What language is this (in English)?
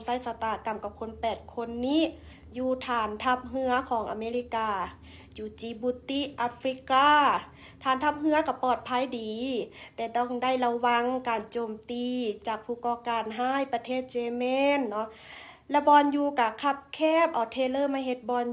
Lao